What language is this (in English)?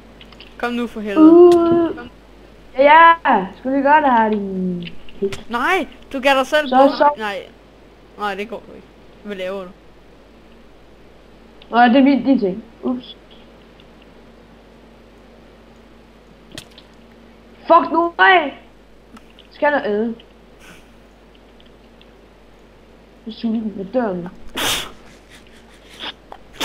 Danish